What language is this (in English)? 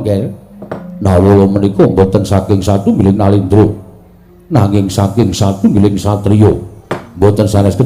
Javanese